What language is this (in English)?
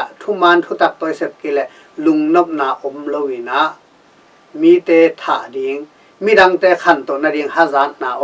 Tedim Chin